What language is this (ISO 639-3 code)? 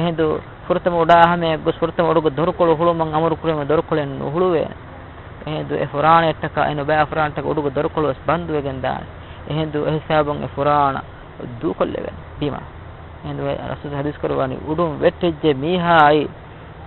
div